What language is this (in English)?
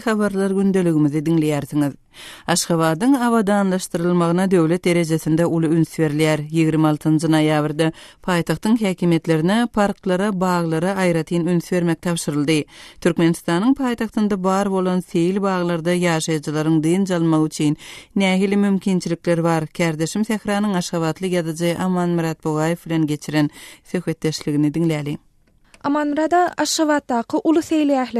Turkmen